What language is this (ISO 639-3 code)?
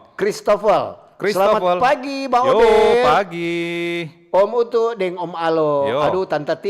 xmm